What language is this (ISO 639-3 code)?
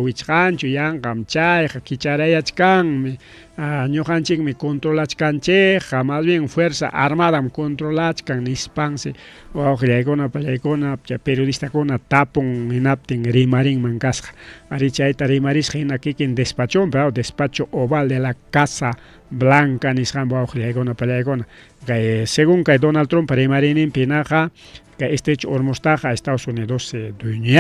quy